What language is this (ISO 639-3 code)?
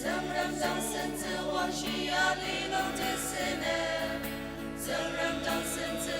njo